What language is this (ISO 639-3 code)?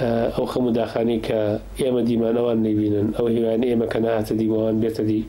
ckb